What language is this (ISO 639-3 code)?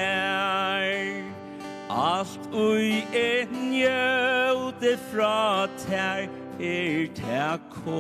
fao